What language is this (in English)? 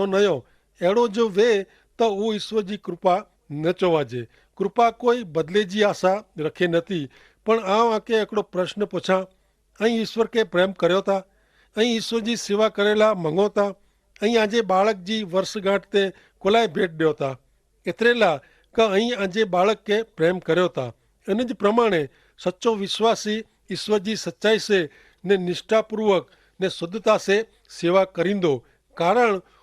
Kachhi